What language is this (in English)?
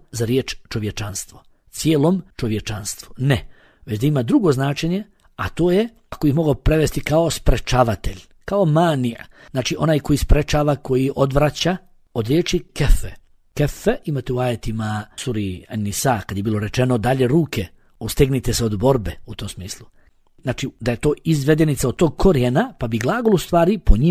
Bosnian